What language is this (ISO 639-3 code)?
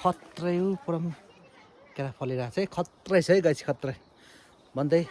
nep